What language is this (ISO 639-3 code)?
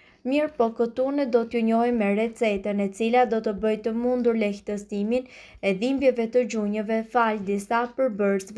sqi